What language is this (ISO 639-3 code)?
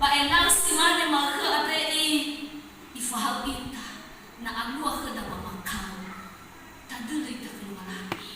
nia